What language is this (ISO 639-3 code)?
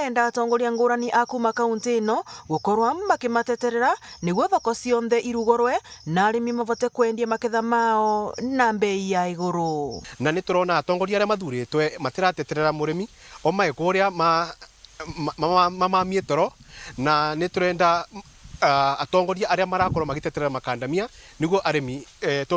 mer